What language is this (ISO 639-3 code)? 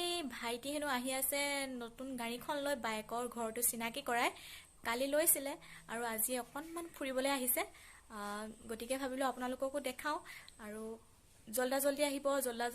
asm